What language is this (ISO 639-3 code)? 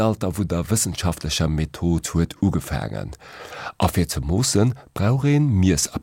ltz